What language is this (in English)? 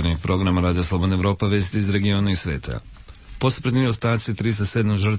Serbian